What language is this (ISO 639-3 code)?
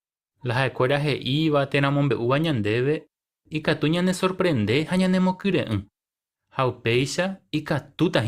grn